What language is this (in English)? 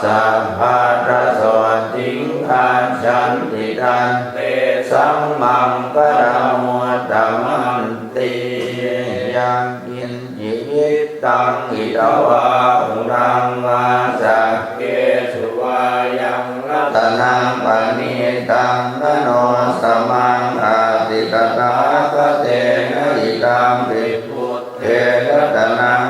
Pali